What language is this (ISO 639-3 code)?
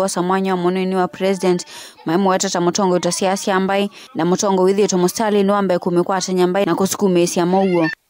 kam